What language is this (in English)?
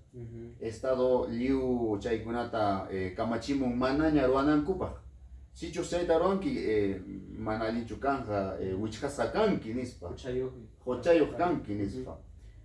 Ayacucho Quechua